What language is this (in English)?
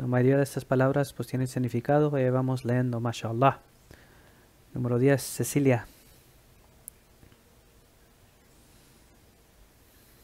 Spanish